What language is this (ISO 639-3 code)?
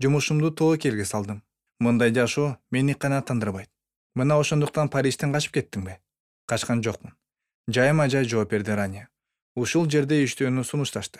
kir